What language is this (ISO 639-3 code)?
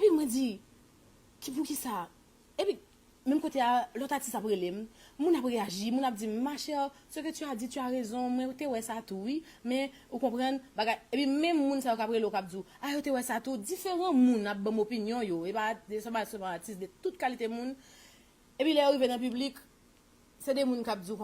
hat